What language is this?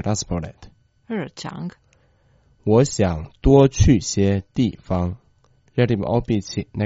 Croatian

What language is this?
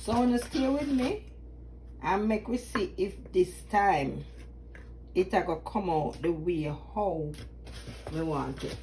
Jamaican Creole English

